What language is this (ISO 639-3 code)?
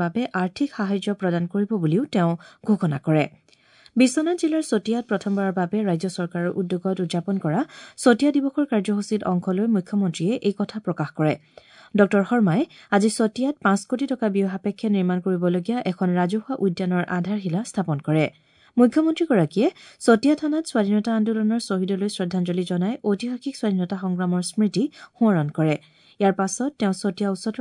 asm